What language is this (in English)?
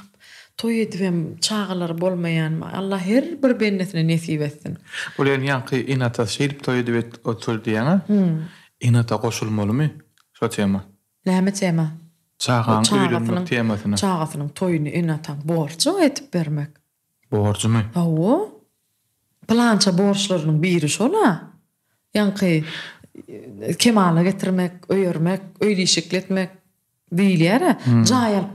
Turkmen